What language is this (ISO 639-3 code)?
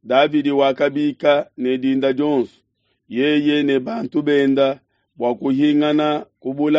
lua